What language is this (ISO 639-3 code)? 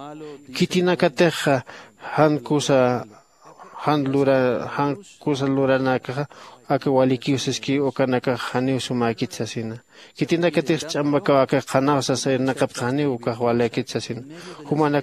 aym